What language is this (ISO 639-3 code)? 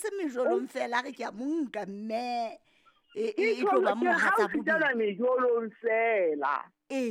sot